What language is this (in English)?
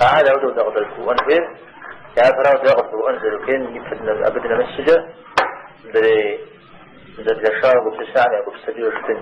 Kabardian